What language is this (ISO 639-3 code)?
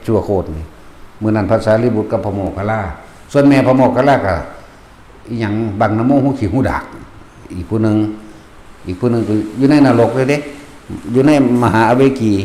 lao